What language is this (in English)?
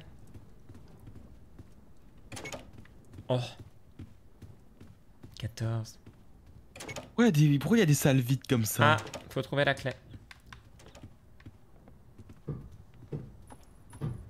French